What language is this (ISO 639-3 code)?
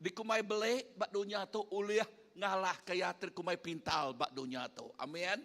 iba